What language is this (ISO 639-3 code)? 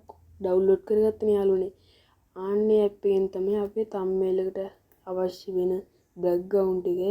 sin